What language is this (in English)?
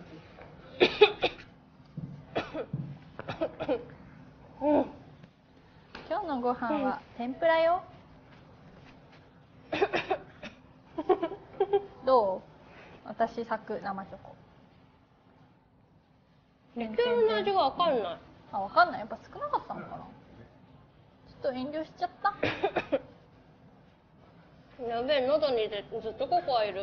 Japanese